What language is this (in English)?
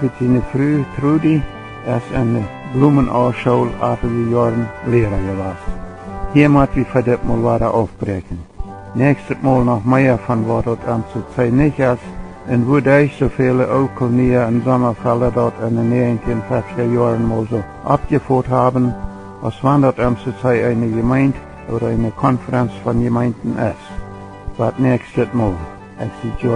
Plautdietsch